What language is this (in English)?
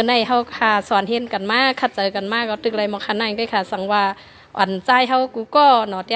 Shan